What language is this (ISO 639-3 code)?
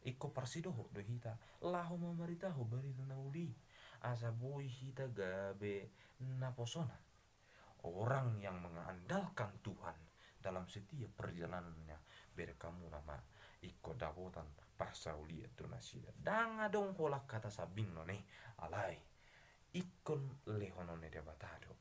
bbc